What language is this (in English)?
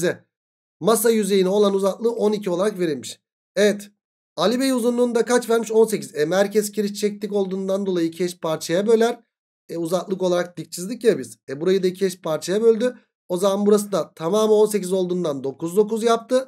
Turkish